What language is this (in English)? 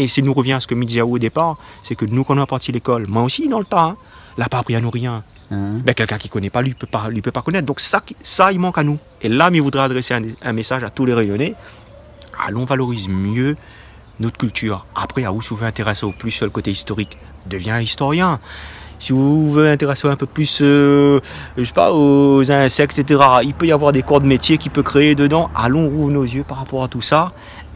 Réunion Creole French